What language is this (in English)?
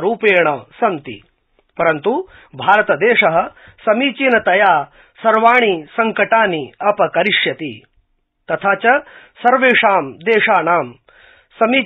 Sanskrit